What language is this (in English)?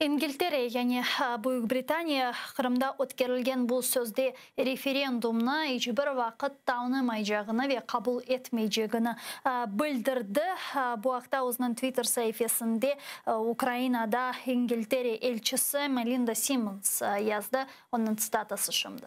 Crimean Tatar